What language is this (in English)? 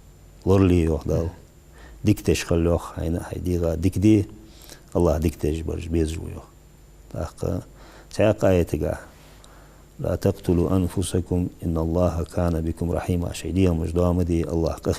Ingush